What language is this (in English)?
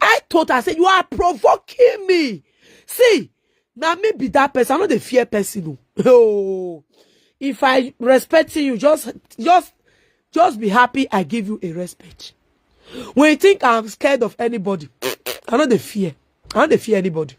Nigerian Pidgin